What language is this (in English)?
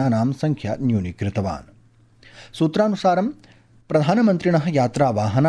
Sanskrit